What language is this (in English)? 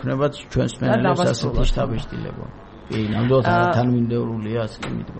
Georgian